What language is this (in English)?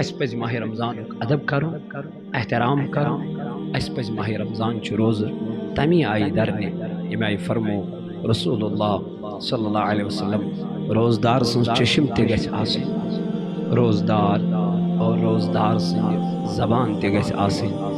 Kashmiri